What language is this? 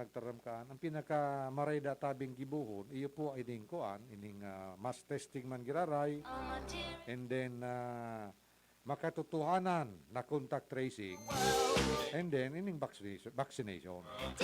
Bikol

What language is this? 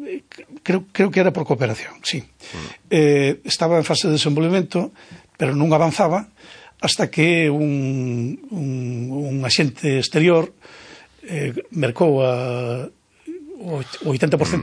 Galician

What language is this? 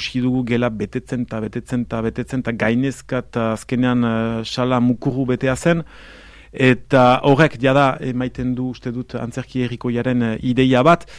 Basque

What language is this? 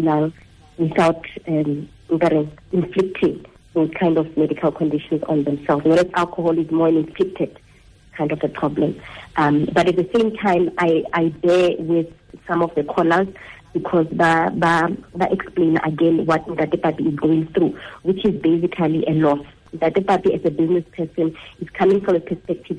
Tswana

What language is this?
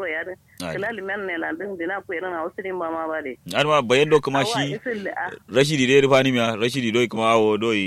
Kanuri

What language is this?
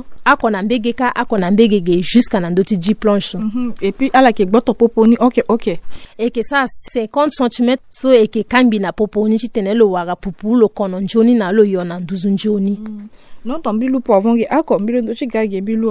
Sango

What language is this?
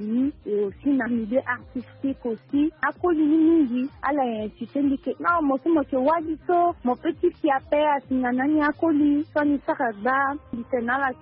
Sango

